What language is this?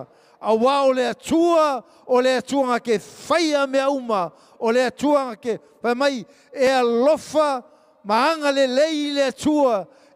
Samoan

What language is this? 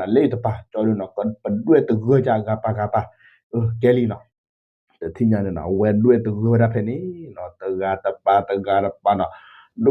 S'gaw Karen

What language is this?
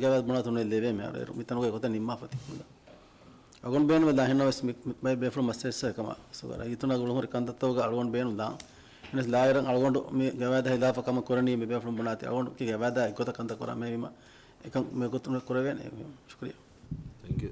Divehi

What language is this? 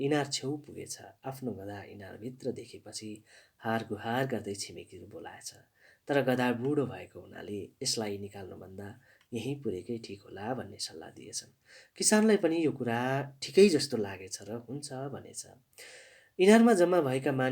Nepali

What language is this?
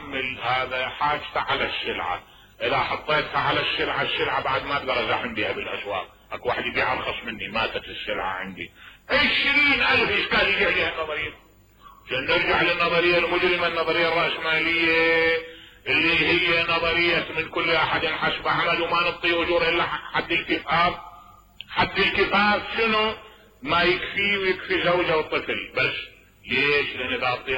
Mesopotamian Arabic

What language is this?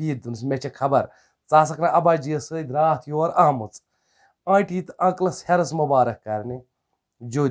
Kashmiri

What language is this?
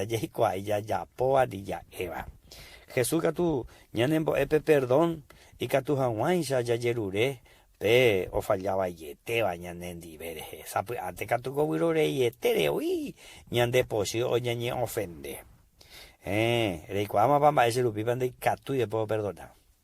Guarani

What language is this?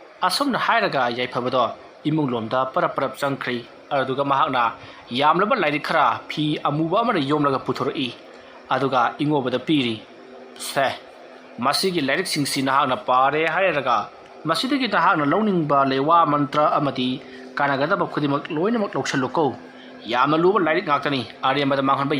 Manipuri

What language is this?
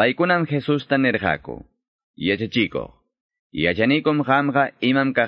Quechua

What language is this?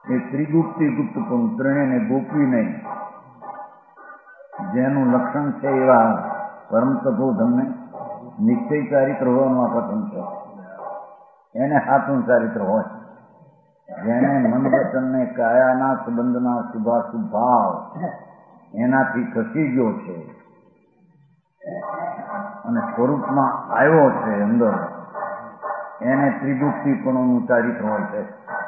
Gujarati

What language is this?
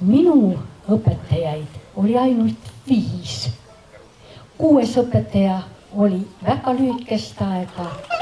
Estonian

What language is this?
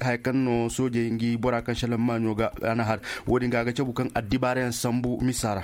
Zarma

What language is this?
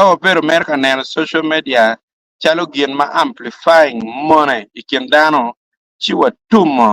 Acoli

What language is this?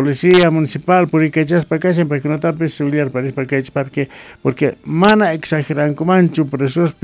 Quechua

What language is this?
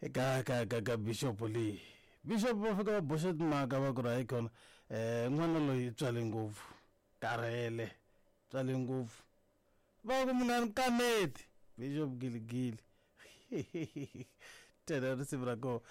Tsonga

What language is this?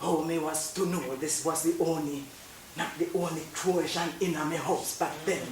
Jamaican Creole English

